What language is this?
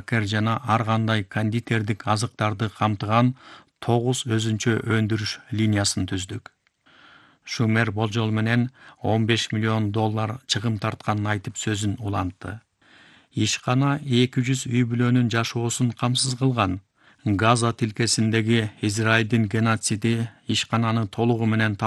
Kyrgyz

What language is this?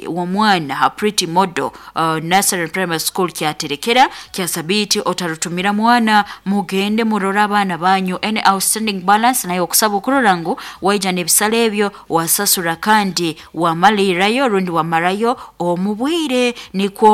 Nyoro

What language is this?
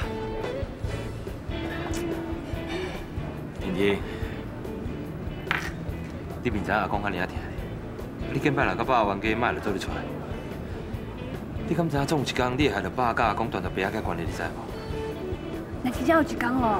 Min Nan Chinese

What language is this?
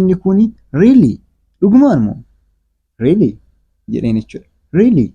Oromo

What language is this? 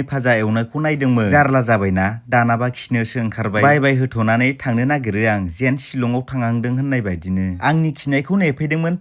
Bodo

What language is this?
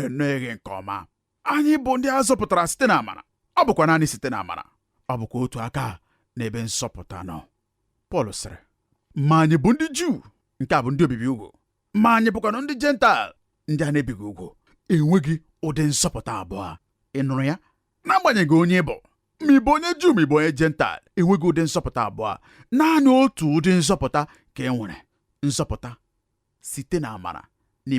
Igbo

